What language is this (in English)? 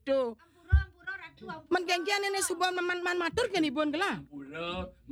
Balinese